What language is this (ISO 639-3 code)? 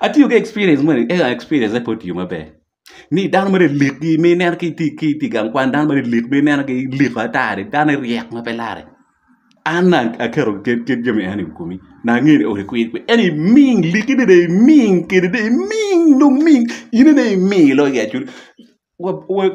ach